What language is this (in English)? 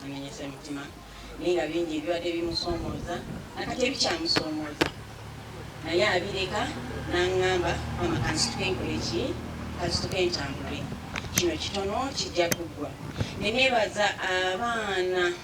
Ganda